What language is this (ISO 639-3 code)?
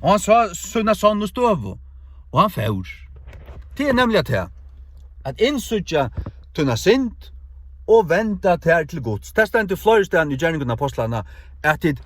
fao